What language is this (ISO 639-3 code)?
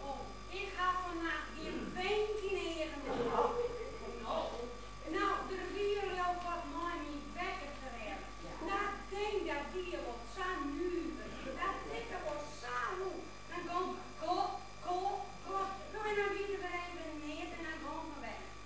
fry